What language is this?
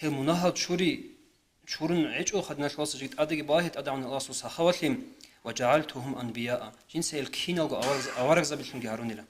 Avaric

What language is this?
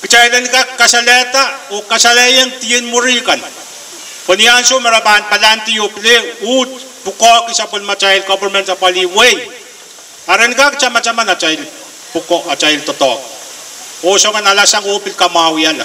Pohnpeian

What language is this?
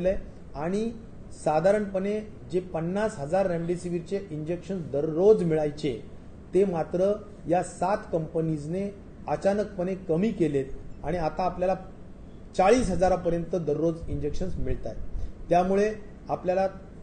Marathi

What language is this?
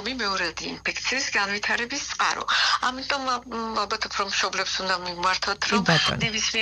Georgian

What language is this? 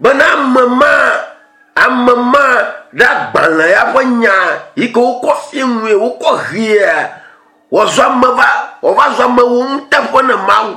Ewe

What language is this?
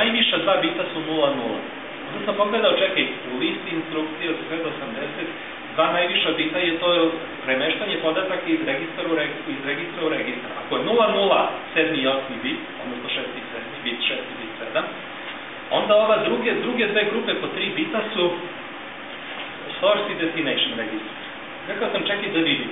Serbian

